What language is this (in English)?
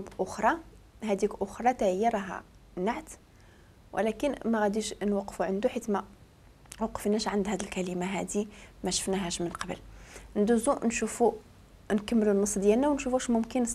Moroccan Arabic